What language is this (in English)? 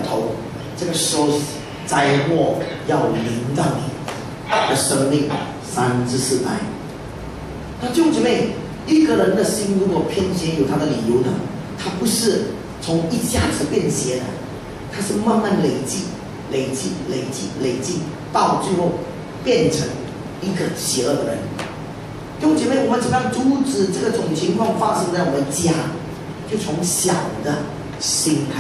Chinese